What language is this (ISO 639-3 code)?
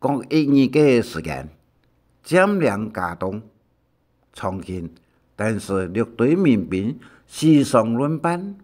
hak